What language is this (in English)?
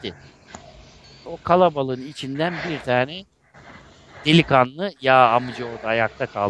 Turkish